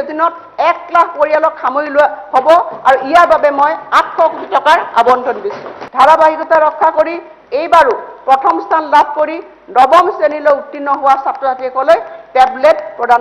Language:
Assamese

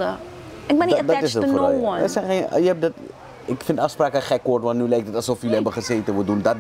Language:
Dutch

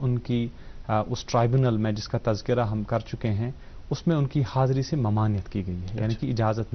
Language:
Urdu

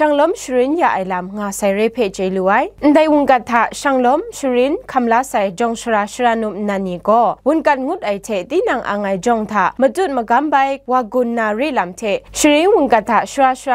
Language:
Kachin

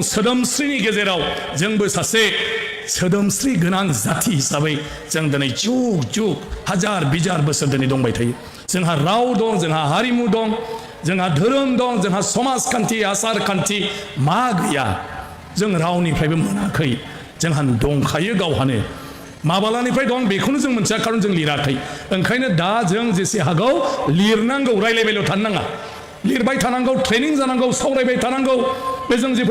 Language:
Bodo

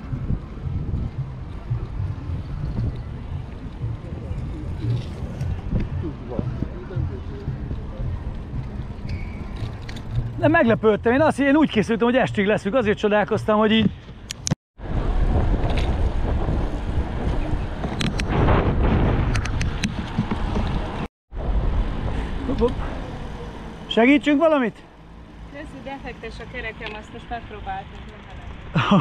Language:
Hungarian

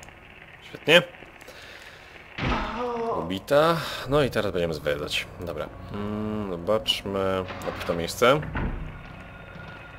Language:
Polish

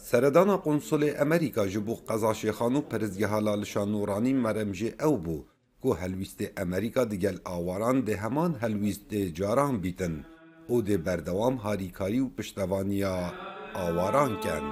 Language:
Kurdish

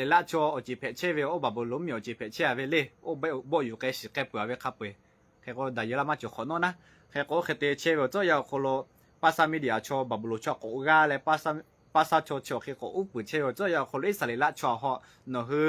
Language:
Lahu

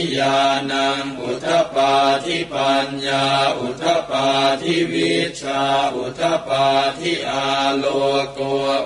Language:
Pali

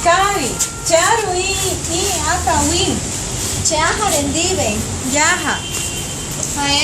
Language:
Guarani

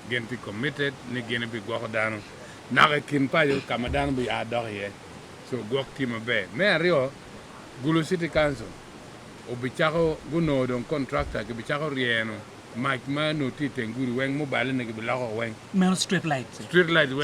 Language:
Acoli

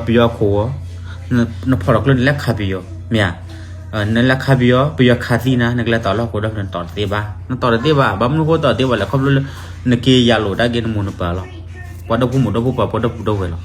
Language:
S'gaw Karen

